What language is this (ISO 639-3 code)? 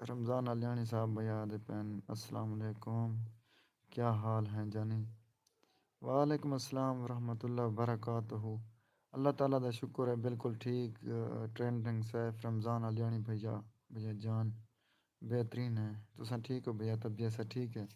skr